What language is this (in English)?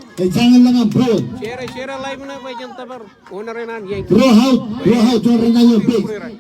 Marshallese